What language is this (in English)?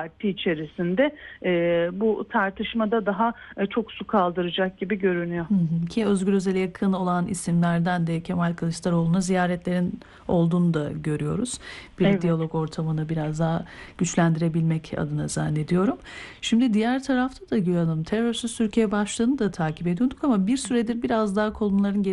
Turkish